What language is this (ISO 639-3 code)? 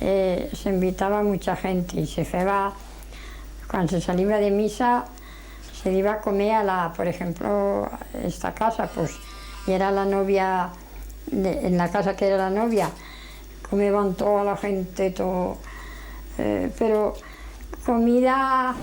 arg